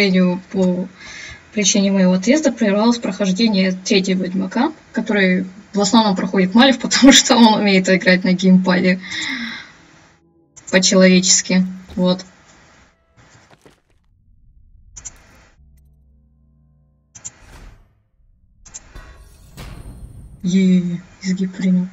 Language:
Russian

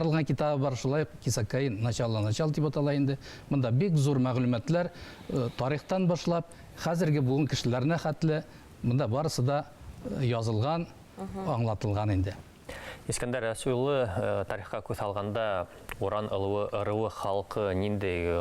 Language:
Bashkir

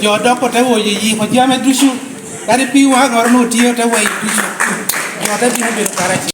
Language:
Lango (Uganda)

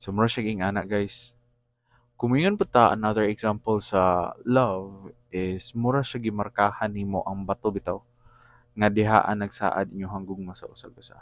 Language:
Cebuano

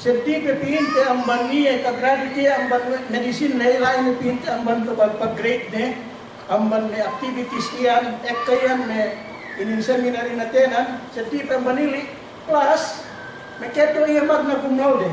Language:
Yakan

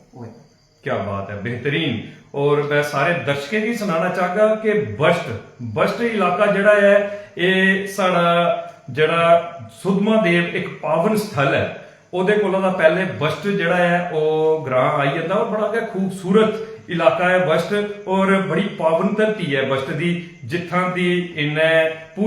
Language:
Dogri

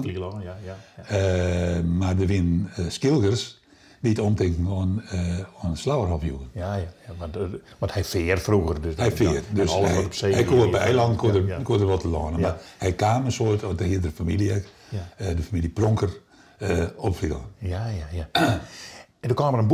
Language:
Western Frisian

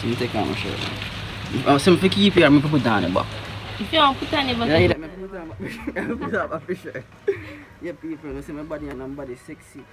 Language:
Jamaican Creole English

